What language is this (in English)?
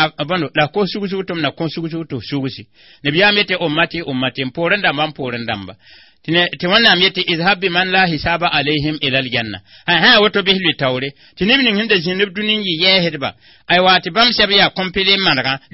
Mossi